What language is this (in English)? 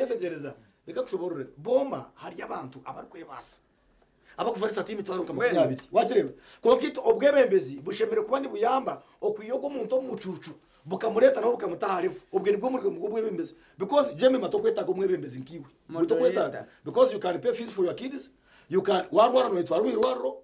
Nyankole